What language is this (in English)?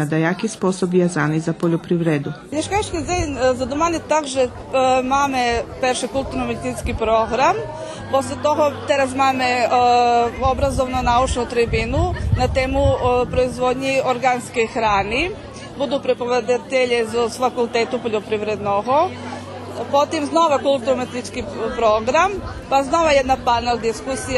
Rusyn